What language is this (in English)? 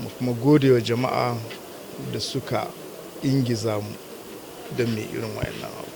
Hausa